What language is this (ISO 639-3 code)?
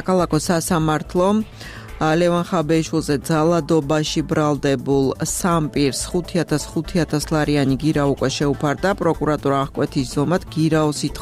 kat